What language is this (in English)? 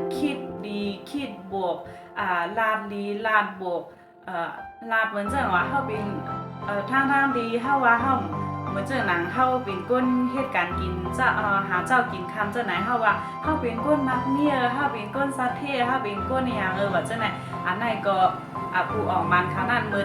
Shan